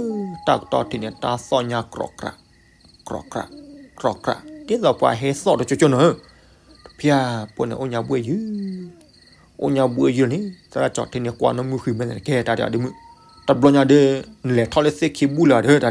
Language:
S'gaw Karen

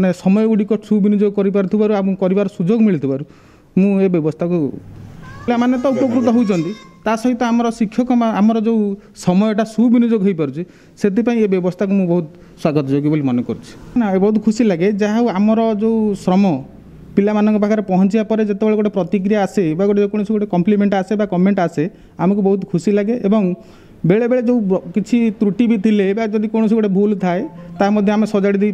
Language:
Odia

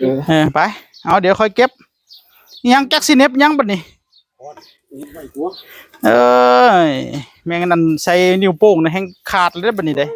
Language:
Northeastern Thai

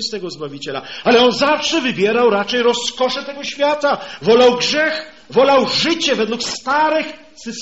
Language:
Polish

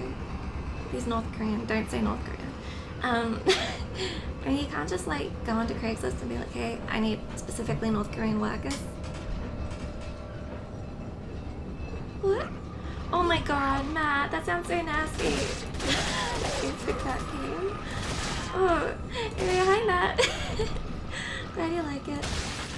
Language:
English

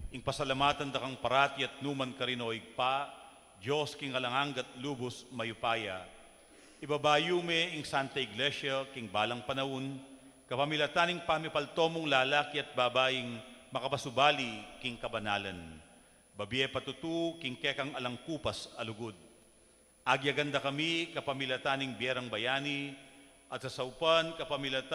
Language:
Pampanga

